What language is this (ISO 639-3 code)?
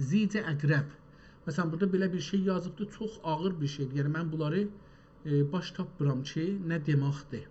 azb